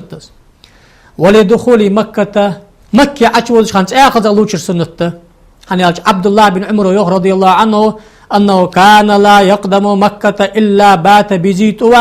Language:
Ingush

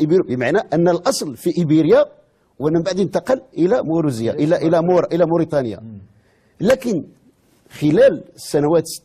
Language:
Moroccan Arabic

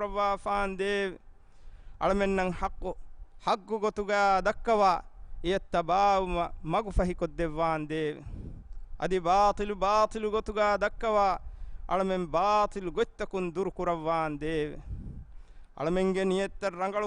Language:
Divehi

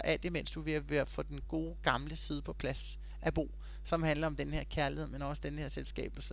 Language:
Danish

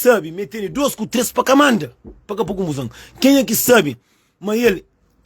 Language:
Kabuverdianu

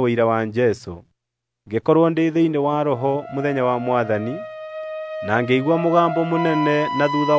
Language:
Kikuyu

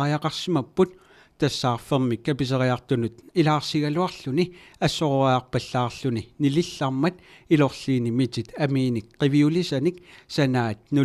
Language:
Kalaallisut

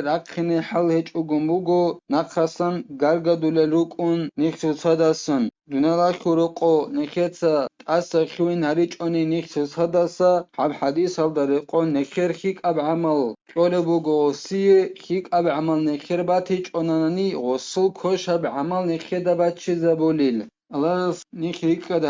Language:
Avaric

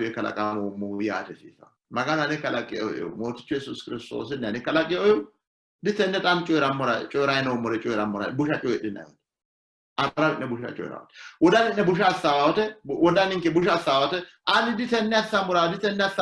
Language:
Sidamo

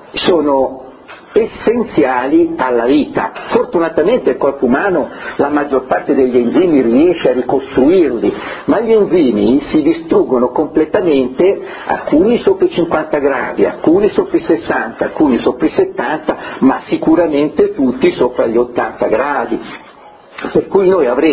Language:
Italian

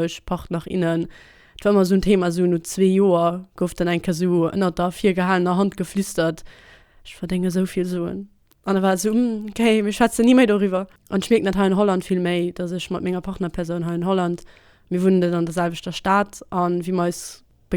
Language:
Luxembourgish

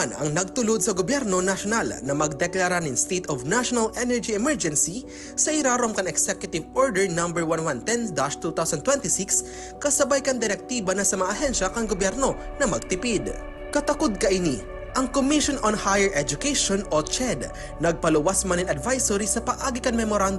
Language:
Bikol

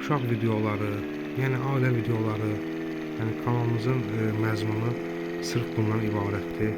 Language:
Azerbaijani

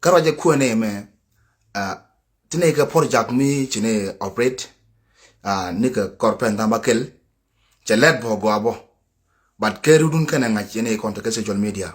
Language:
Nuer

